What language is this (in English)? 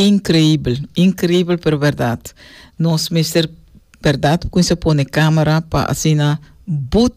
Papiamento